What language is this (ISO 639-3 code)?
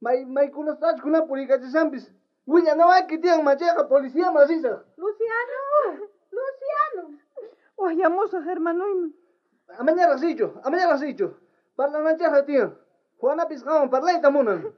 quh